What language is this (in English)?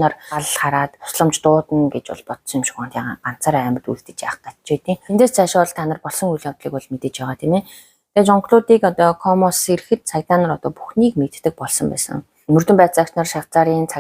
Mongolian